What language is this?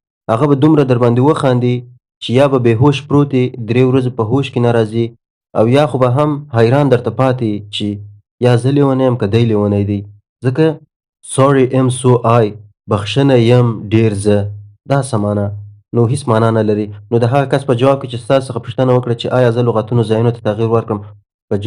Pashto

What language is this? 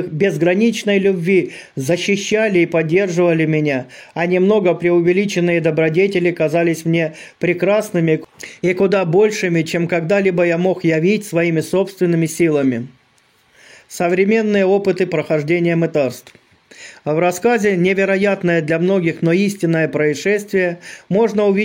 Russian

